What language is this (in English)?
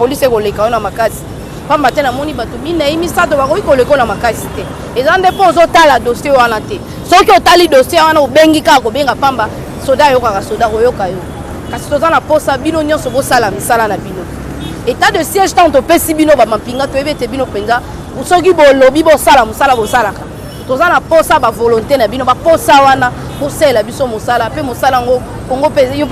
Lingala